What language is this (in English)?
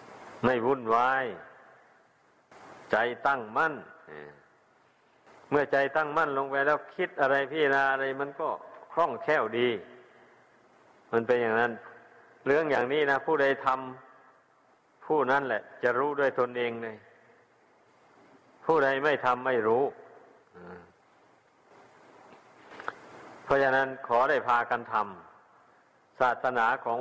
Thai